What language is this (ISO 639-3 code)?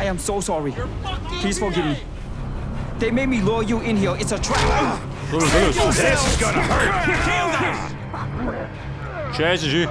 bar